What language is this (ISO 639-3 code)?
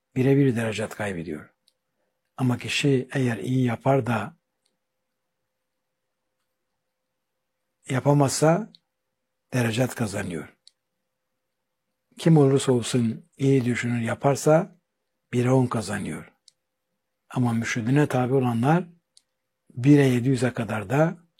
tur